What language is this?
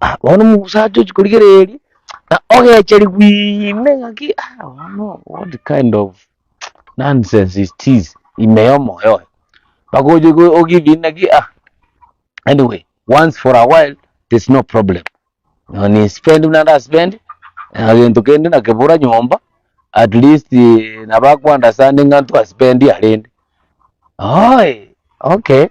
Gusii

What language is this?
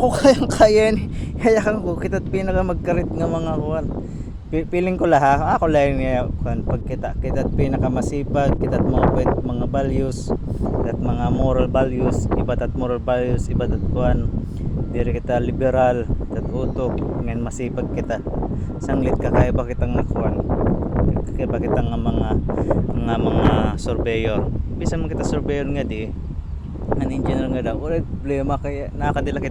Waray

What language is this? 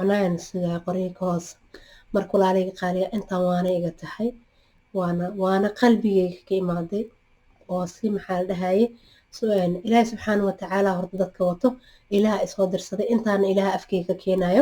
Somali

